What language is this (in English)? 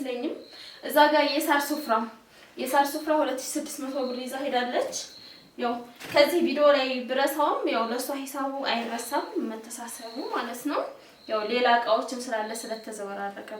Amharic